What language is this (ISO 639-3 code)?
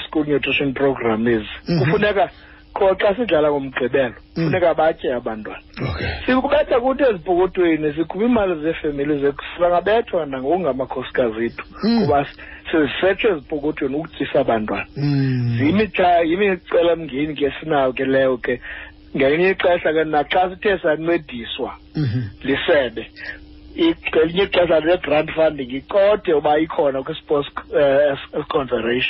xho